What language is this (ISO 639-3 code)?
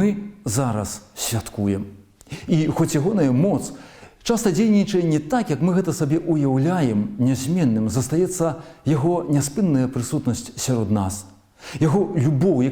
bel